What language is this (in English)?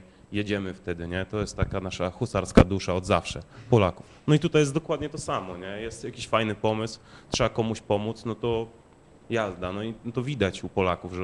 Polish